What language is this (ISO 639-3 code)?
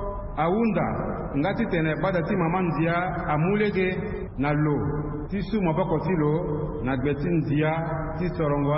sag